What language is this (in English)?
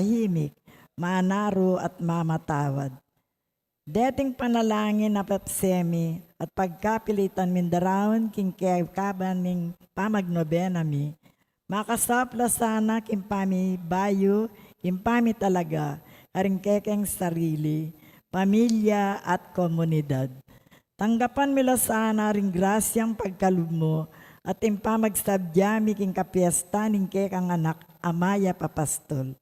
Pampanga